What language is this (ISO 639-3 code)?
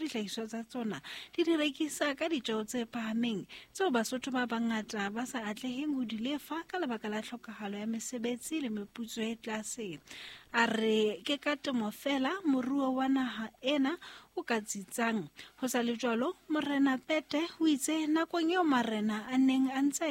sot